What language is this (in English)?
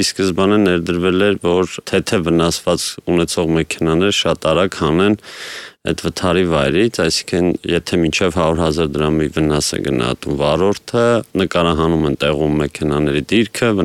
Armenian